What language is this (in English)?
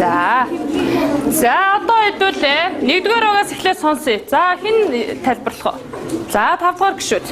Mongolian